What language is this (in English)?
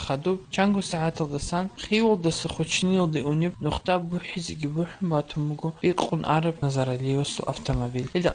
Avaric